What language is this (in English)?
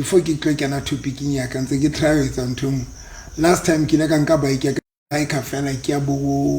Southern Sotho